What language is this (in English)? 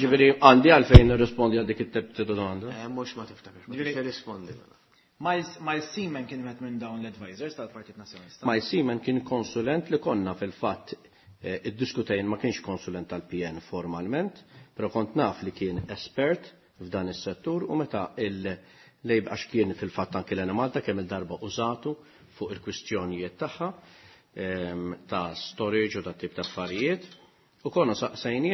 Maltese